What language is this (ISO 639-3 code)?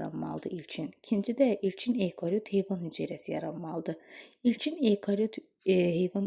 aze